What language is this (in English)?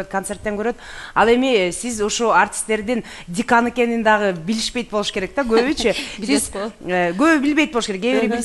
Kyrgyz